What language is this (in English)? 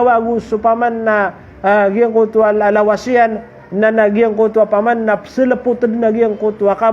Maranao